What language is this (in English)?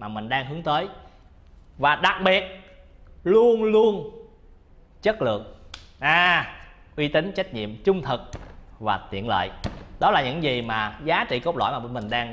Vietnamese